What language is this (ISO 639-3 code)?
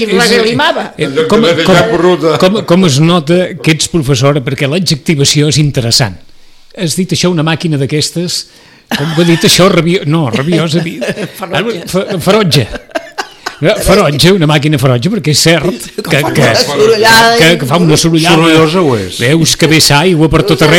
cat